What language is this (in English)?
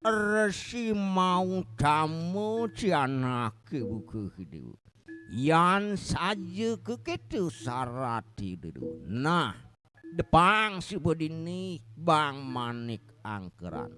Balinese